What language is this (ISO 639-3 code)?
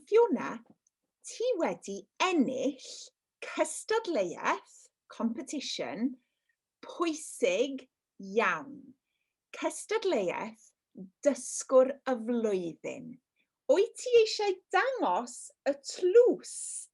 cym